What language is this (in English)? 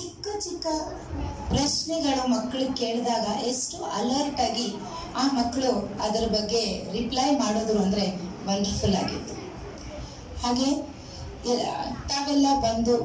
Kannada